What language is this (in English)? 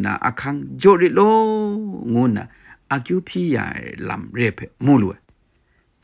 Kachin